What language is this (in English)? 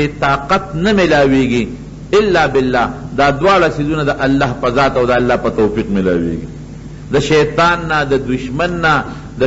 Pashto